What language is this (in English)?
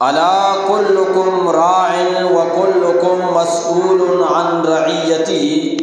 Eastern Balochi